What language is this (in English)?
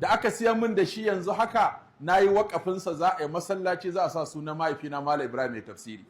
Hausa